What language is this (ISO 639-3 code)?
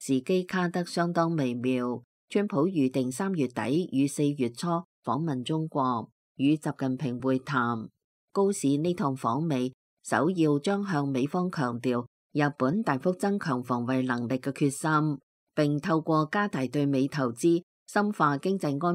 yue